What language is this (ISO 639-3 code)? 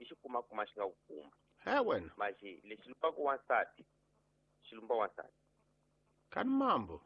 tso